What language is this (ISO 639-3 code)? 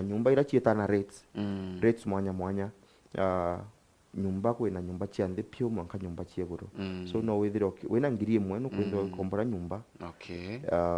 mer